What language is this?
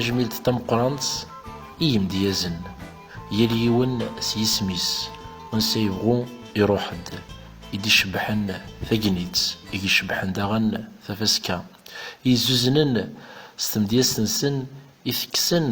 Kabyle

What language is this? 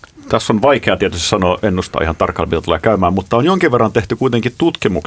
Finnish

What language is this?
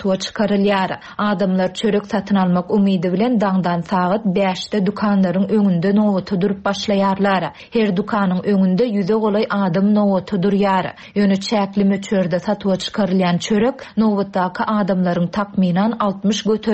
Turkmen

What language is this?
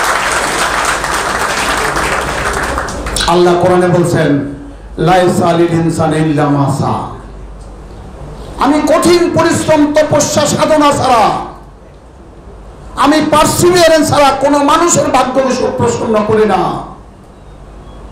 Bangla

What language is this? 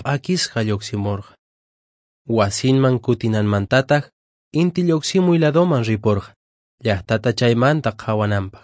Quechua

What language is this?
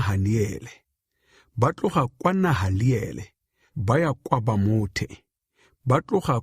Tswana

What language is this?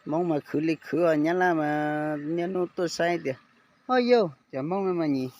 Hmong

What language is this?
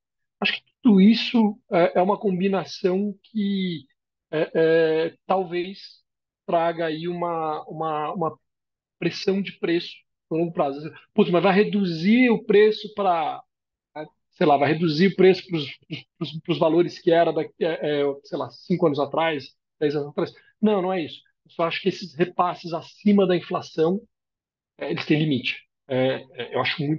Portuguese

